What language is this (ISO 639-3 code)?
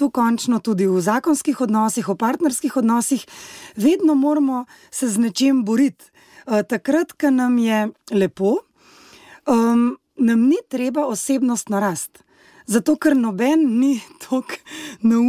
slv